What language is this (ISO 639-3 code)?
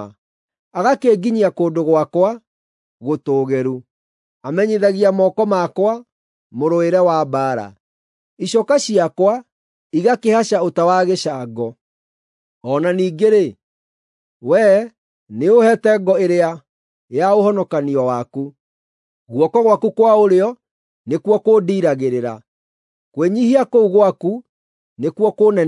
kik